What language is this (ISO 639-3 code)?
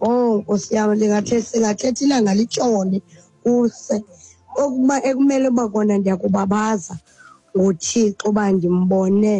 xho